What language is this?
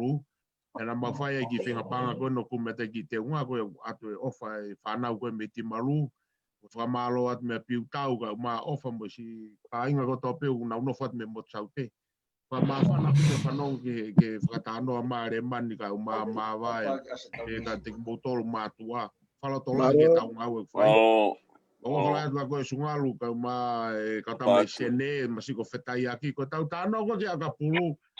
Tongan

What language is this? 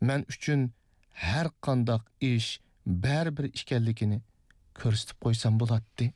Uyghur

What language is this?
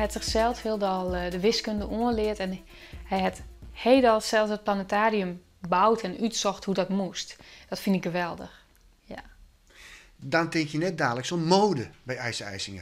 Western Frisian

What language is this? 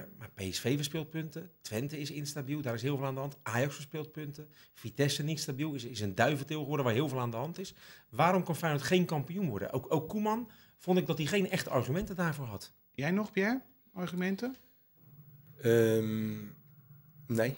Dutch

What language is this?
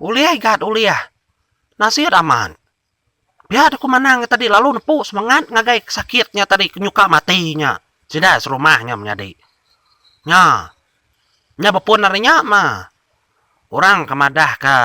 Iban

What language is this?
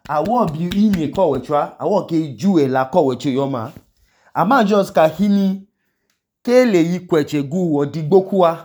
Idoma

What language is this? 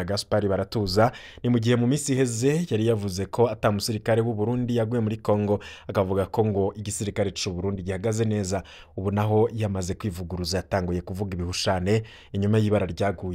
Rundi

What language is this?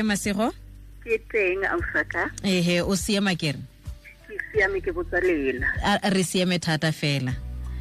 Tswana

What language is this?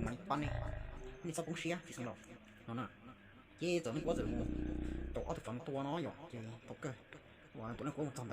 Hmong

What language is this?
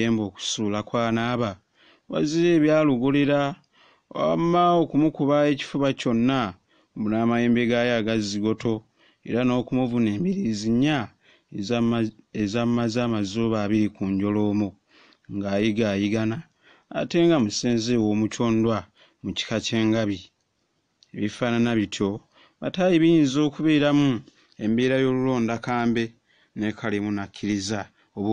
Ganda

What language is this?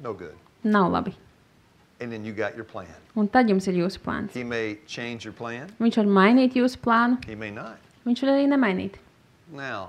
Latvian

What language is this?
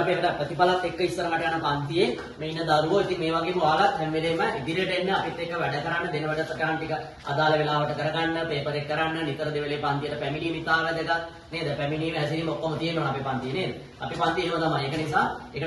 Sinhala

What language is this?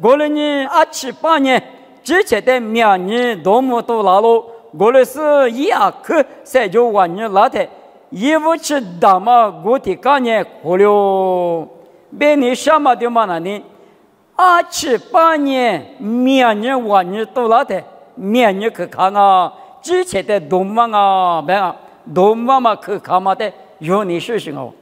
Lisu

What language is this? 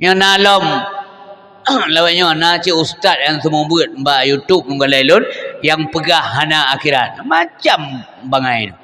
Achinese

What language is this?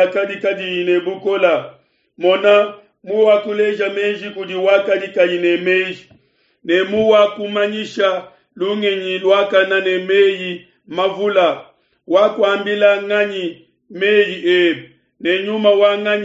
Luba-Lulua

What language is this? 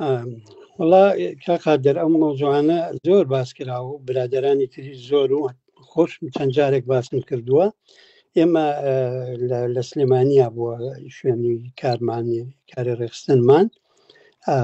Central Kurdish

